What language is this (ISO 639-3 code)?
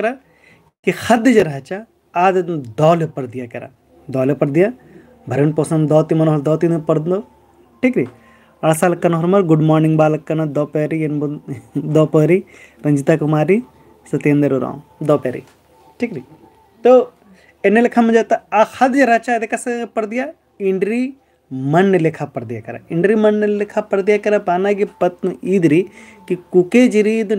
kru